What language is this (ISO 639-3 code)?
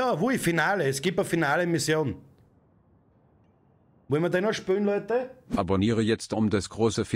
deu